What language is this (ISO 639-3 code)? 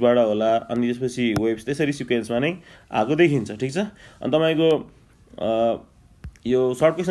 nep